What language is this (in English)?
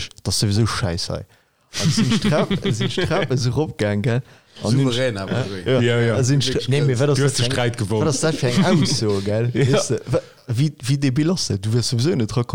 Luxembourgish